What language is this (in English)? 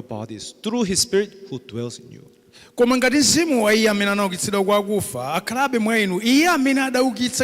Nyanja